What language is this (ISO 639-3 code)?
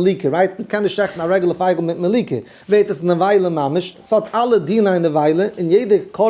yid